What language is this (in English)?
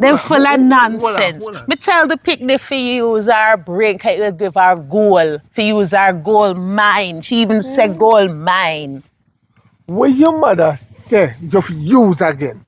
Jamaican Creole English